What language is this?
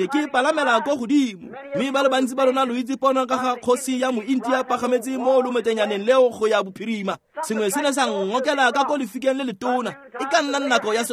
Tswana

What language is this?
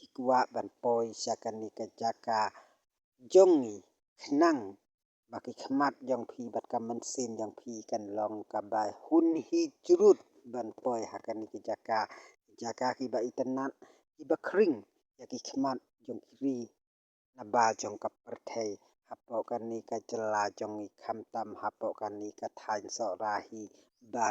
Khasi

